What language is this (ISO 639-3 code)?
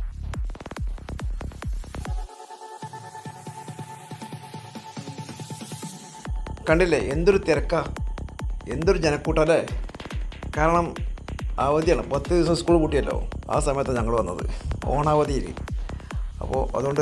mal